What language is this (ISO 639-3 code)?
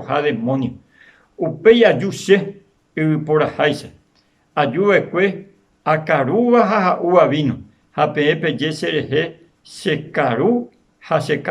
grn